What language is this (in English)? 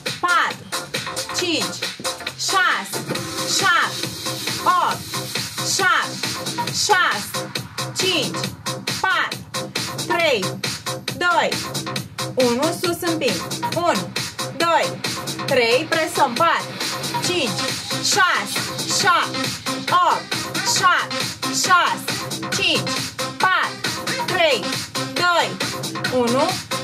Romanian